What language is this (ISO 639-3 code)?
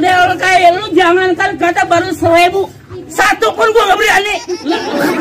bew